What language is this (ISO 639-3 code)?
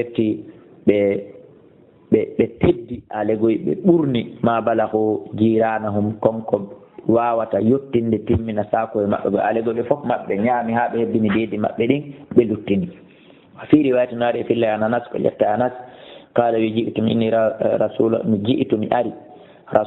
ful